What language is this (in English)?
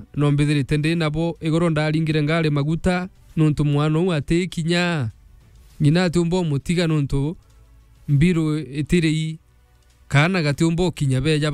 Meru